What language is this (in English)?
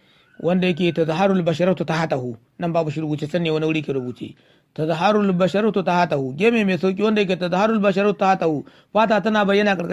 Hausa